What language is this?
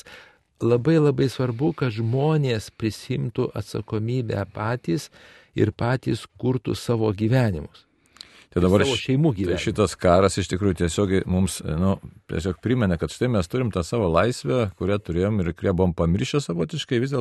Lithuanian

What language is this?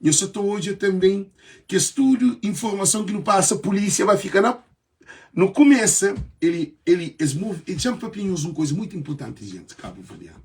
Kabuverdianu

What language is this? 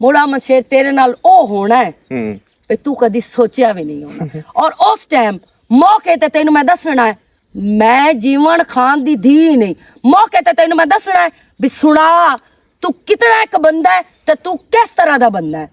Western Panjabi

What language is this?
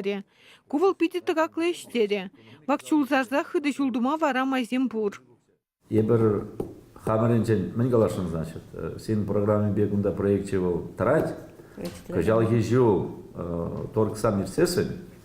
Chuvash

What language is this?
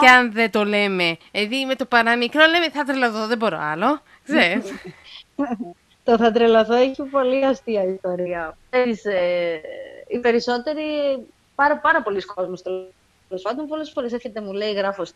Greek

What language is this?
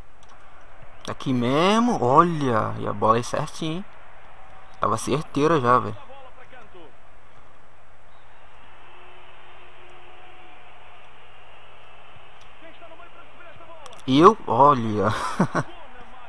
Portuguese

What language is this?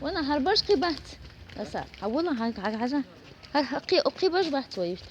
Chechen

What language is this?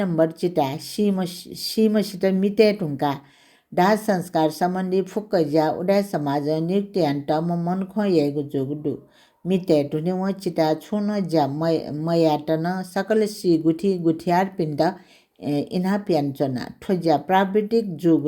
Newari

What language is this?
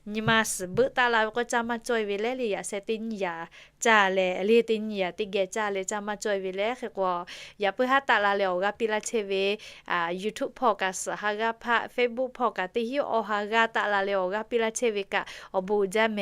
Lahu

